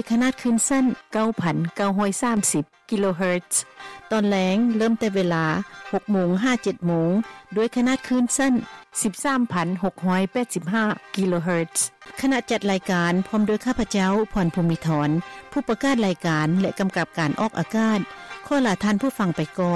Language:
Lao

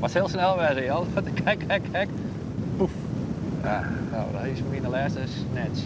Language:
Western Frisian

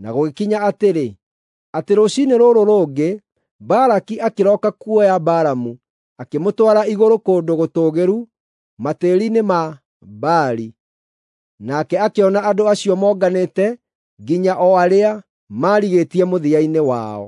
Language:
Kikuyu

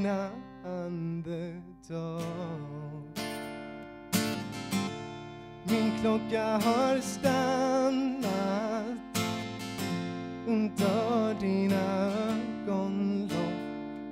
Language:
Swedish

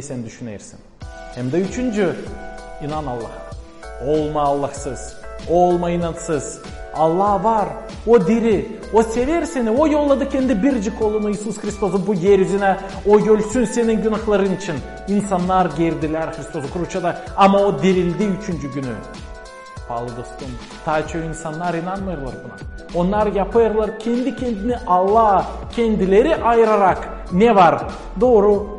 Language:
Gagauz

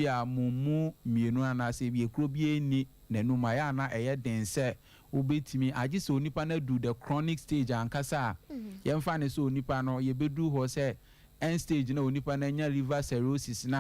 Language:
Akan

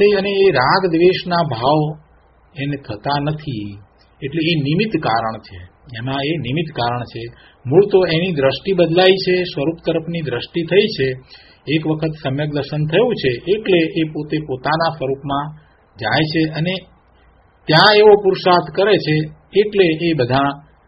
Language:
Gujarati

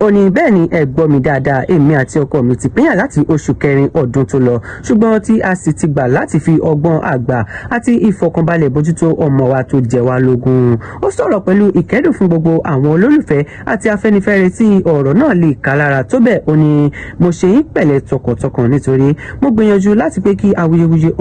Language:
Yoruba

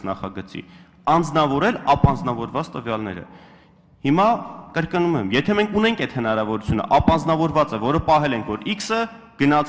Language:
Armenian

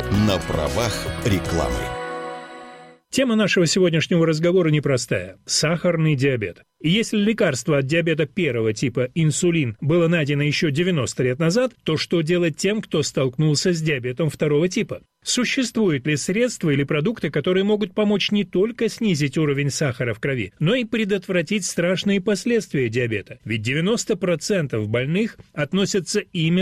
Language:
Russian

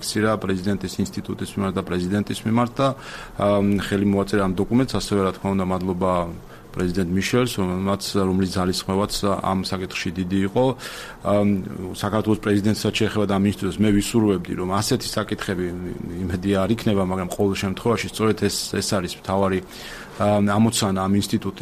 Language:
Georgian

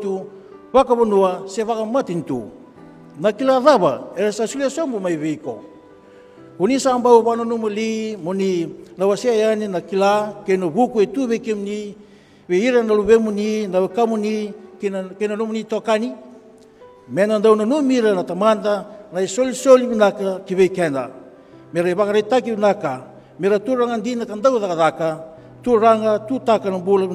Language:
Fijian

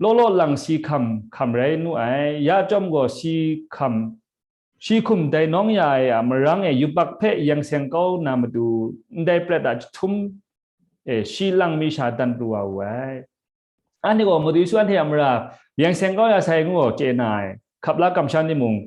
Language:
Kachin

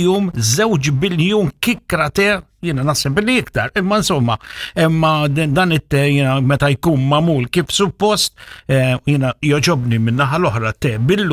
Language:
Maltese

